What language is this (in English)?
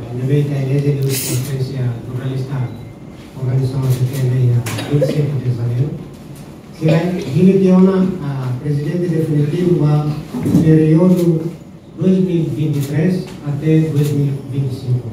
Tetum